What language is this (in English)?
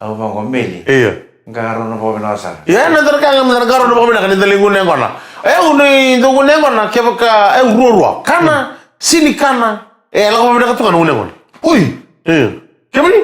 Fijian